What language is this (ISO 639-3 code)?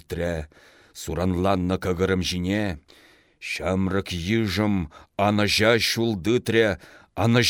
chv